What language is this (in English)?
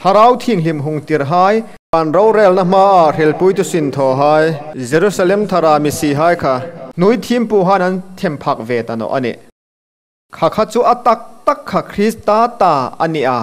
Hmar